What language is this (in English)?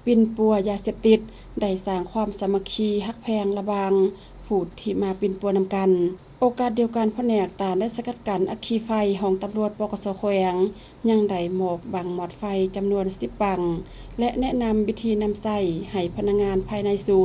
Lao